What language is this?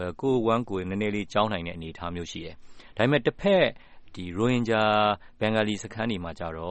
Burmese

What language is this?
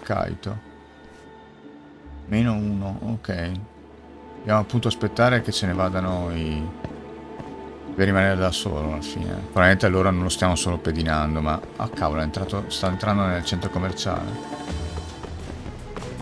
Italian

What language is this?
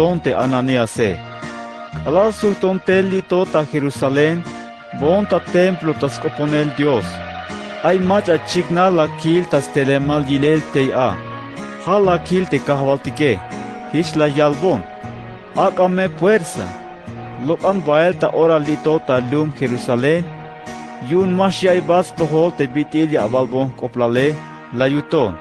Tzeltal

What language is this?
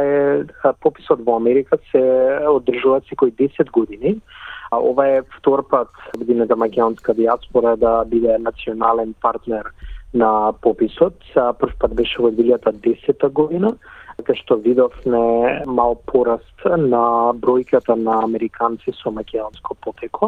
Macedonian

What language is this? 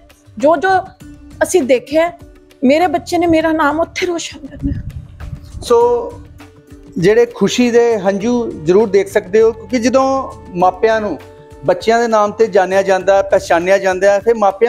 Punjabi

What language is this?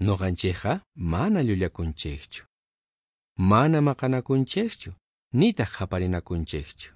South Bolivian Quechua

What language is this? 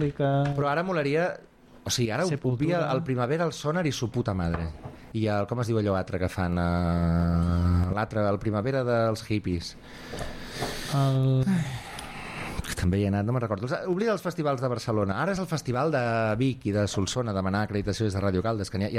Catalan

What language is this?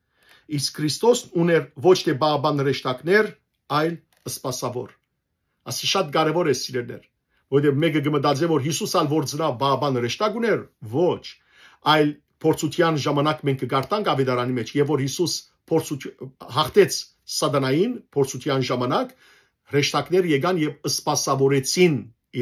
Western Armenian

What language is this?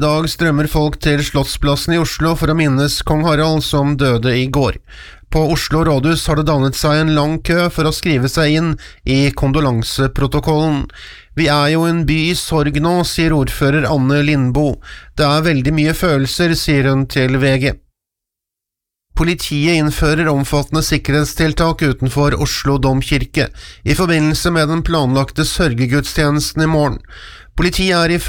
Norwegian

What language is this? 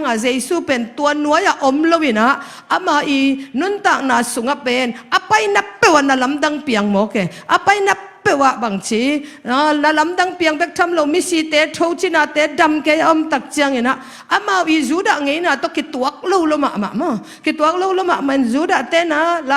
Tedim Chin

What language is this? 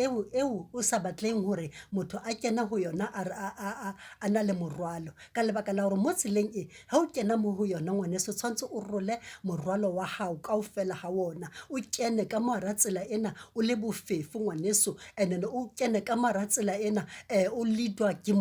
Southern Sotho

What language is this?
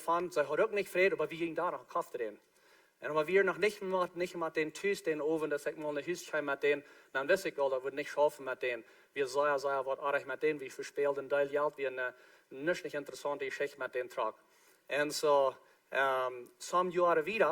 Plautdietsch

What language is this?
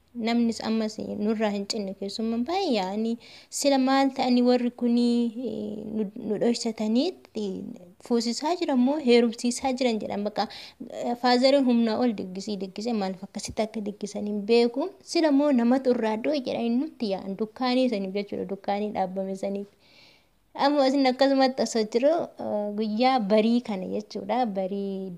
Oromo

